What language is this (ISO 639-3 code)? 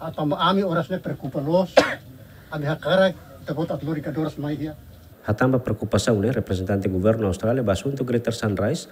tet